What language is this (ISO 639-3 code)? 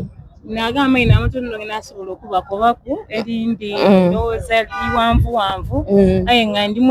xog